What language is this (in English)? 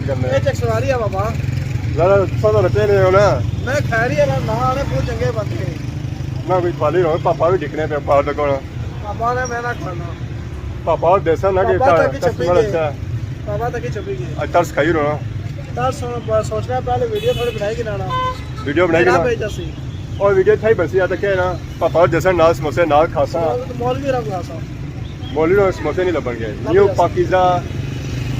Pahari-Potwari